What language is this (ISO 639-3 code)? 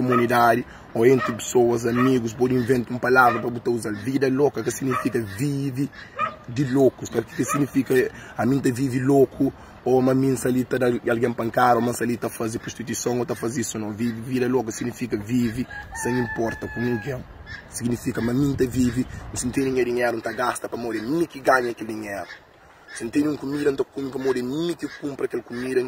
kea